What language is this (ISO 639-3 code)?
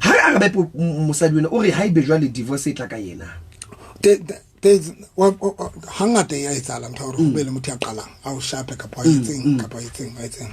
sot